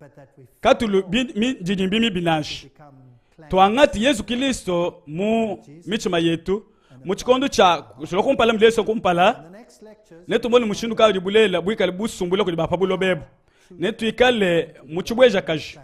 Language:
Luba-Lulua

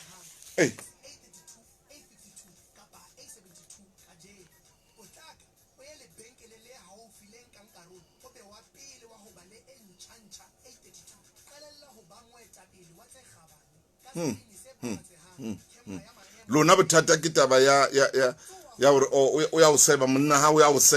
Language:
Southern Sotho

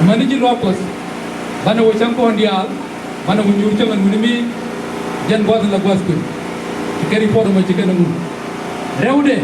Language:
Nuer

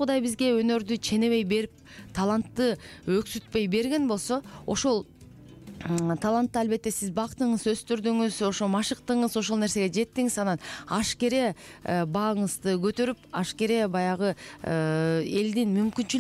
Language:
Kyrgyz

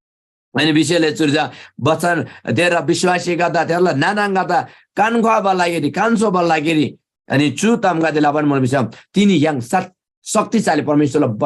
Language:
Eastern Tamang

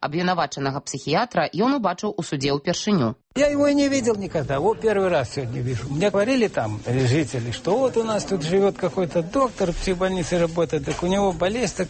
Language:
Belarusian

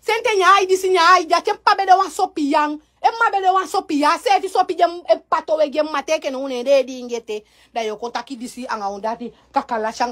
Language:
Sranan Tongo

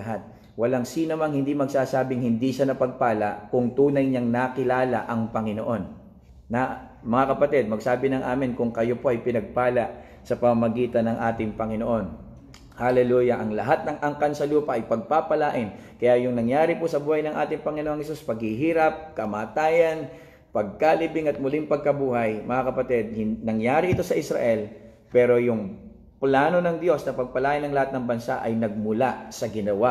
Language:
Filipino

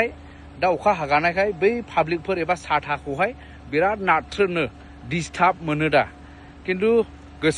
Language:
Bodo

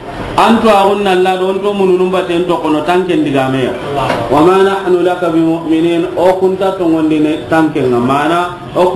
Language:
Soninke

